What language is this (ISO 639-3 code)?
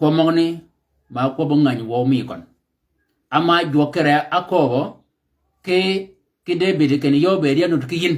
shk